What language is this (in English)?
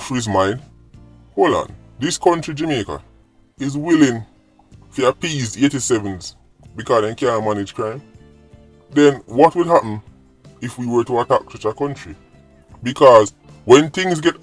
Jamaican Creole English